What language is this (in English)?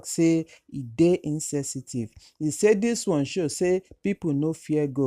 Nigerian Pidgin